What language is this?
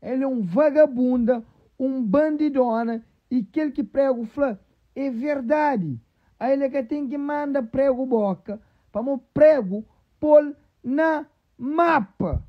Kabuverdianu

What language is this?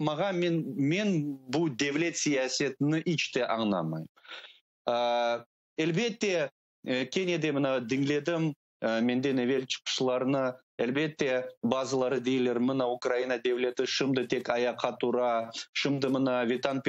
Crimean Tatar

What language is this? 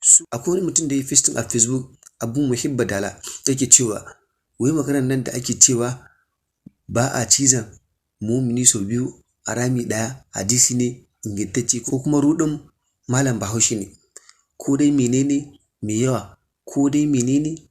Hausa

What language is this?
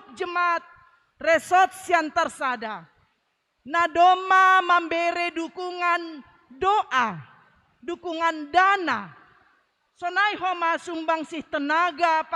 Batak Simalungun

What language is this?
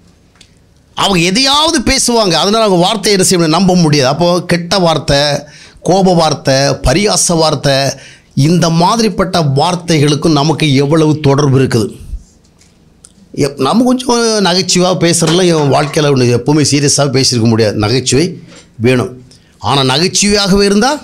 Tamil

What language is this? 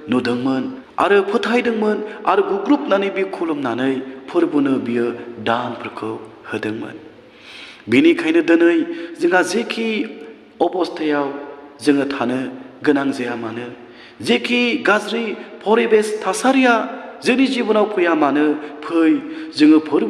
Bodo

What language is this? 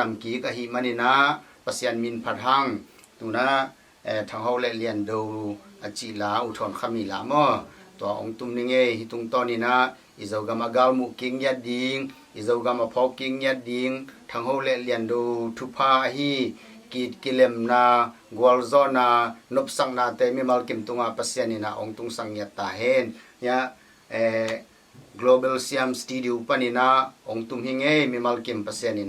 Tedim Chin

